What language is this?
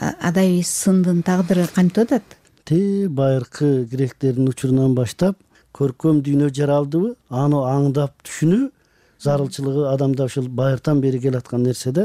Kyrgyz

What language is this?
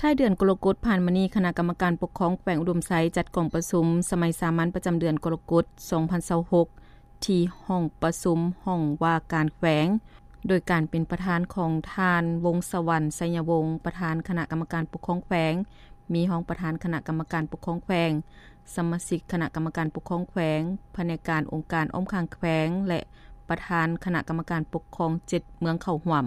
Lao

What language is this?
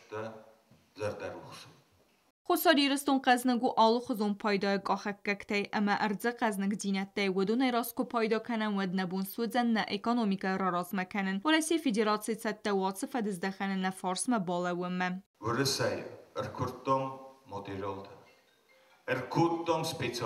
Ossetic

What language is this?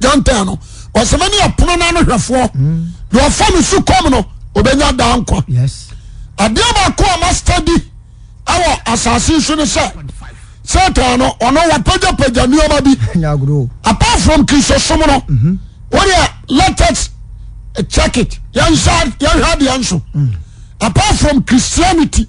Akan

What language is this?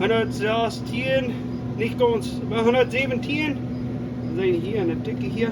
Plautdietsch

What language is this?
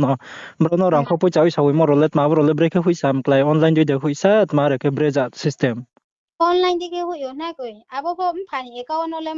Riang (India)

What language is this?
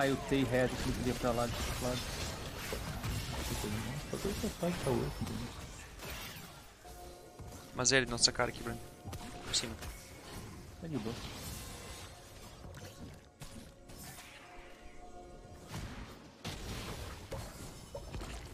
Portuguese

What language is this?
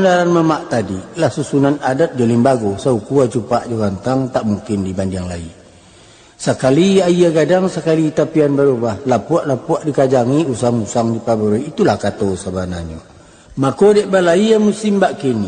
Minangkabau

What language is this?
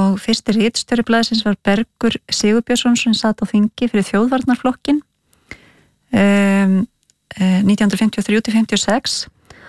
Icelandic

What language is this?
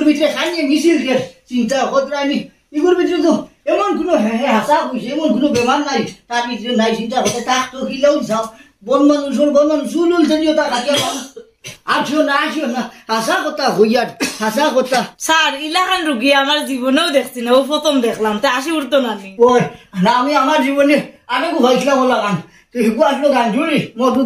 Sylheti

